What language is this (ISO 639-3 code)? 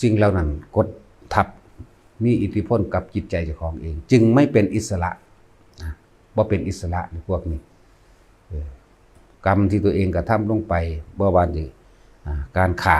lao